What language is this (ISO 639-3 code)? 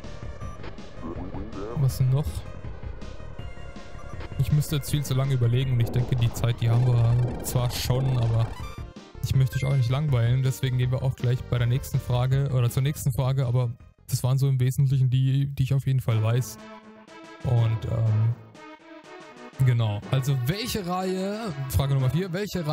deu